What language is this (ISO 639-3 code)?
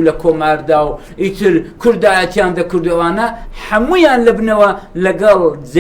ckb